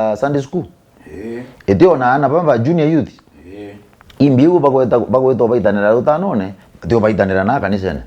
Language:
Meru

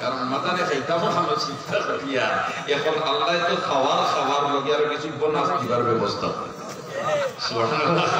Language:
Sylheti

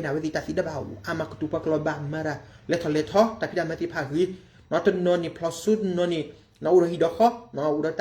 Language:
S'gaw Karen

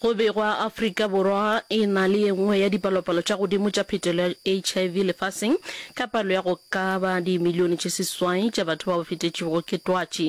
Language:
Northern Sotho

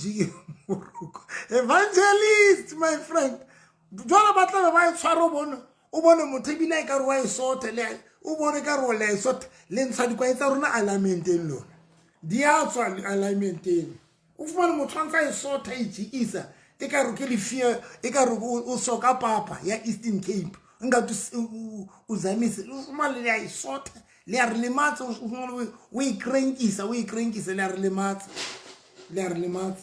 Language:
Southern Sotho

